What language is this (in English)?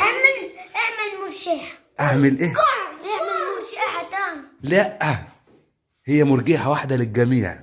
Egyptian Arabic